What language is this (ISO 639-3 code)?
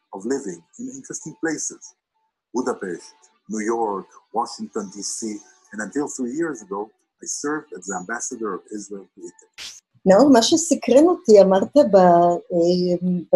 heb